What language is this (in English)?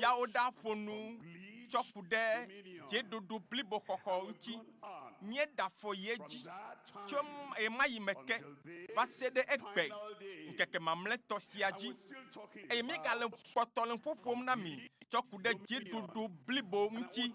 Ewe